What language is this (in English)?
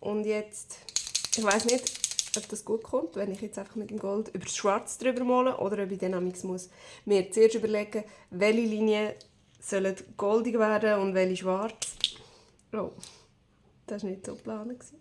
Swiss German